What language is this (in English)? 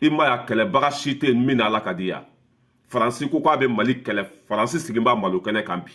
Bambara